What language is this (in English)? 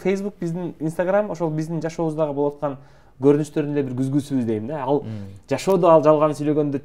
Kyrgyz